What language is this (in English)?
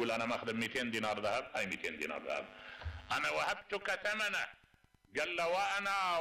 Mesopotamian Arabic